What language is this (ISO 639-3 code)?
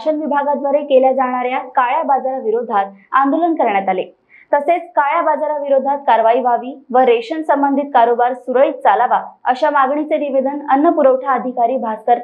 mar